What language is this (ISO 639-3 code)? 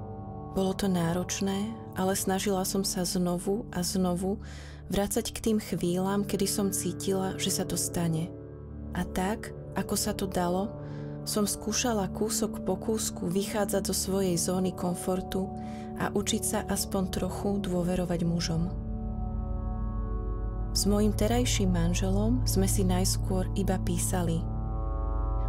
slk